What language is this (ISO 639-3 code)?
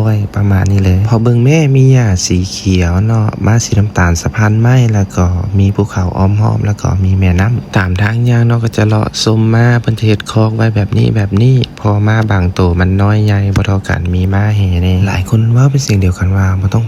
lao